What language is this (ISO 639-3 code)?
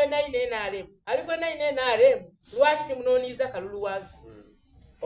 xog